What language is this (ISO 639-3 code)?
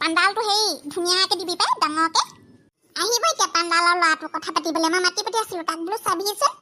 asm